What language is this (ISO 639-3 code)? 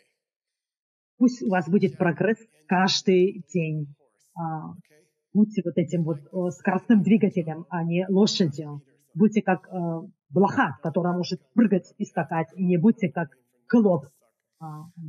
rus